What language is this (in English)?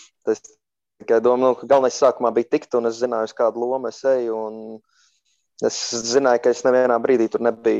Latvian